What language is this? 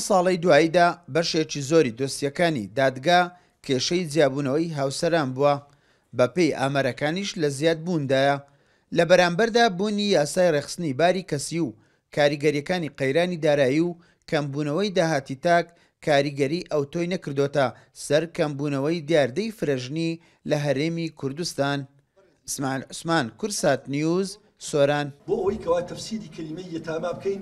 Central Kurdish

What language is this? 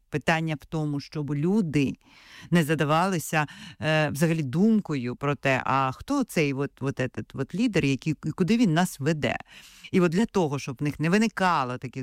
Ukrainian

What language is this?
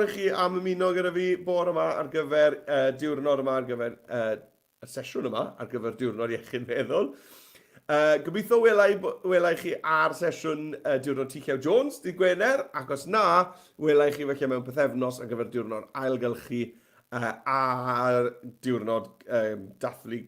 Welsh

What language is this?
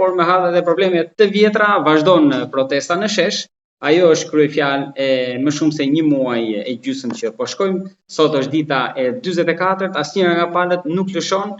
Albanian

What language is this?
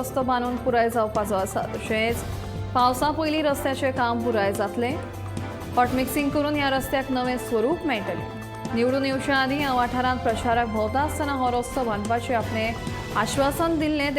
Konkani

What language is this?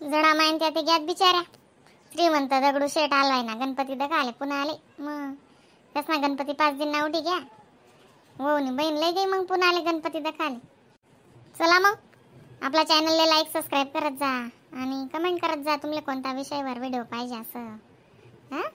Khandesi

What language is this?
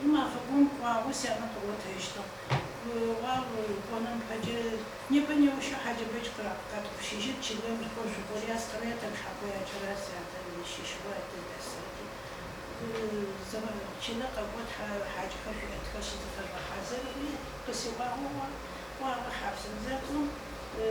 Adyghe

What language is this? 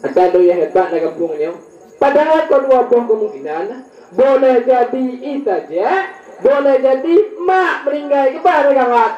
Achinese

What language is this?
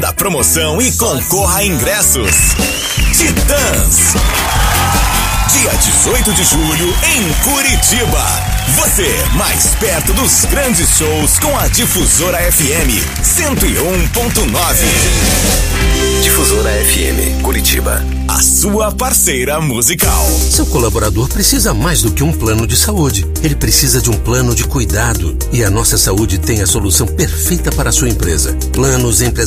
Portuguese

